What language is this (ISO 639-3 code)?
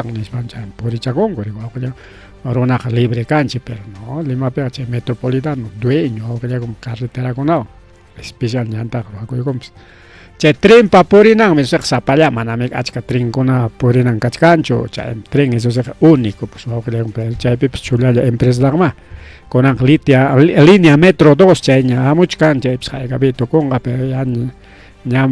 quy